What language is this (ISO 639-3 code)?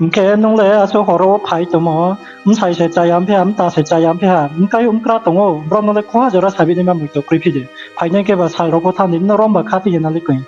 ria